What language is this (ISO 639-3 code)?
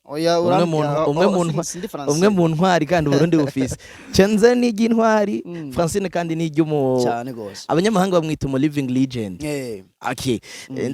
run